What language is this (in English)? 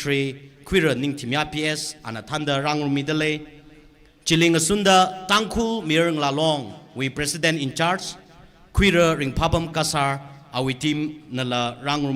Tangkhul Naga (India)